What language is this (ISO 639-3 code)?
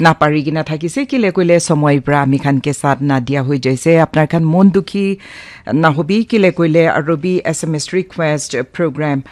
nag